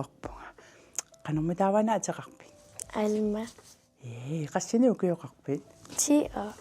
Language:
Kalaallisut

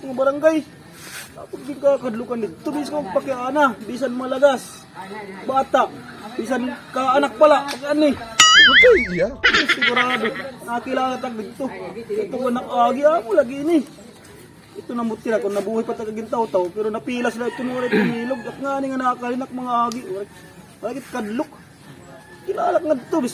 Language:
Waray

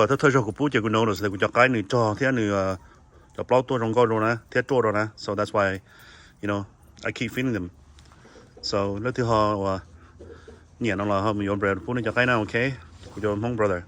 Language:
Hmong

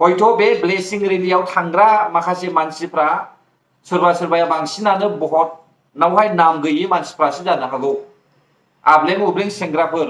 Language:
Bodo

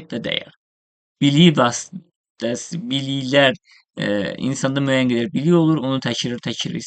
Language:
Azerbaijani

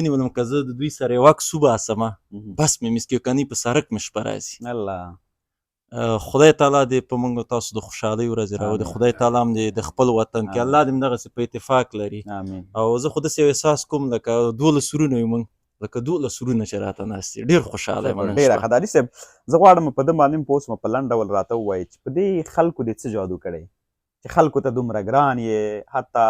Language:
Pashto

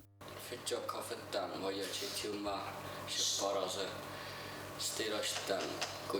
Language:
Ossetic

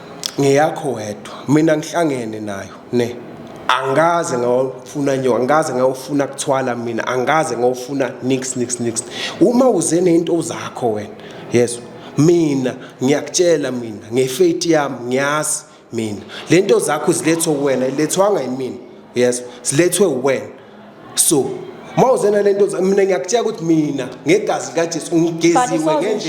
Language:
Zulu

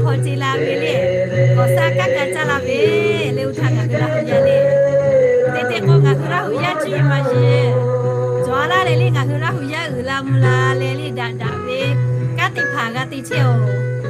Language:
Lahu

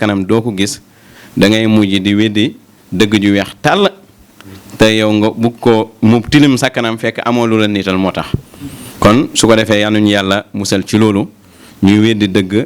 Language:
Wolof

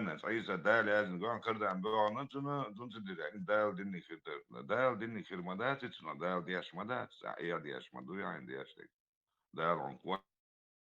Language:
Chechen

